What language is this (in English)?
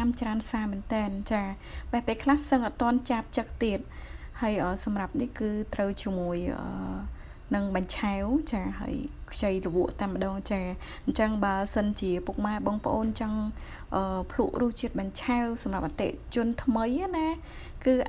Khmer